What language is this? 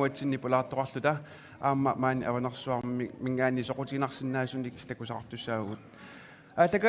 Kalaallisut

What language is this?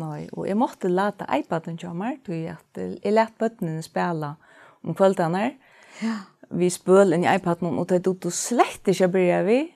Faroese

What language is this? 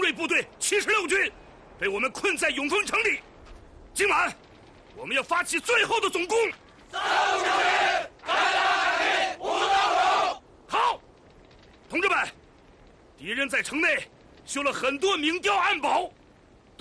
Chinese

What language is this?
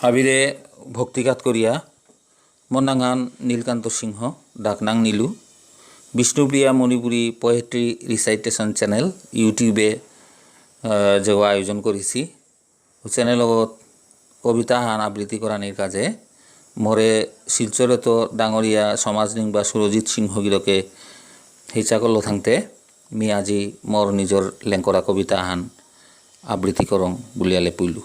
Bishnupriya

